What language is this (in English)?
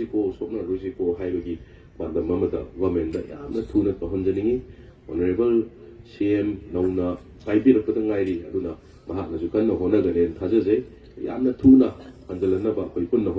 Manipuri